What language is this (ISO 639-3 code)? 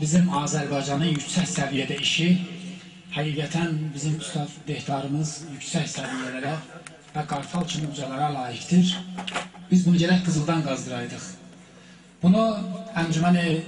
azb